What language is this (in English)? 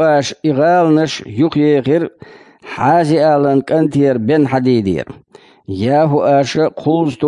Chechen